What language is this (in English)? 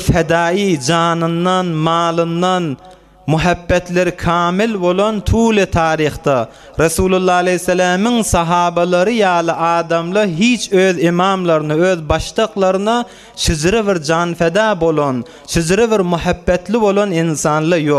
Turkmen